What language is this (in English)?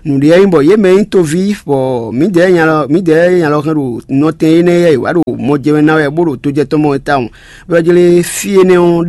Fon